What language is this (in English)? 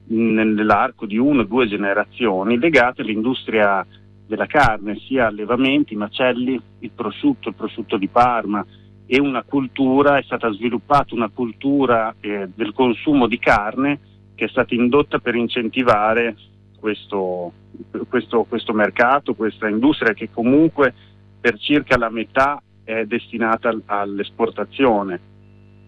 Italian